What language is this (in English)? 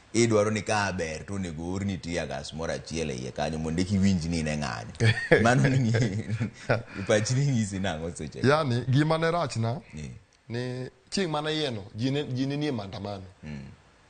Luo (Kenya and Tanzania)